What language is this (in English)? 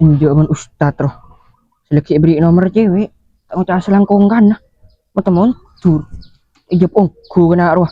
Madurese